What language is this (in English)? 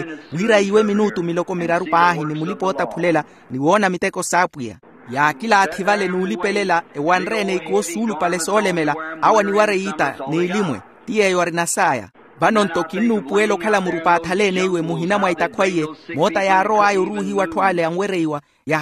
Makhuwa